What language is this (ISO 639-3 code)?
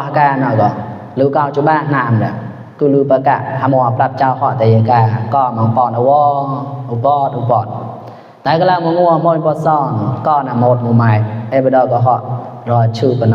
mnw